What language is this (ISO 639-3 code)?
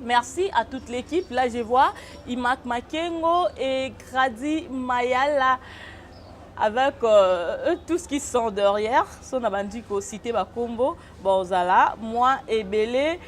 lin